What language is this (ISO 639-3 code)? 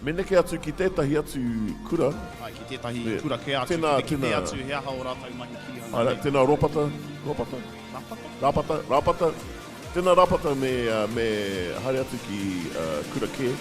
mri